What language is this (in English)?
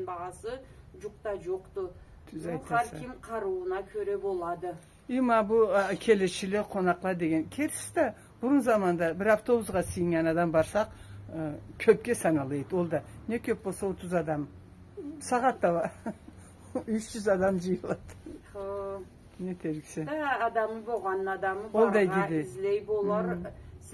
Karachay-Balkar